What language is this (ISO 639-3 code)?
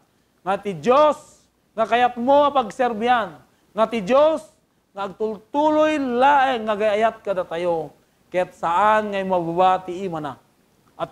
ilo